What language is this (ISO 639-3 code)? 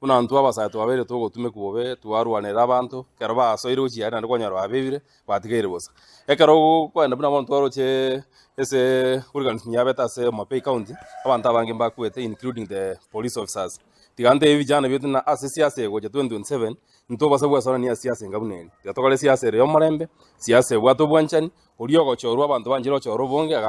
guz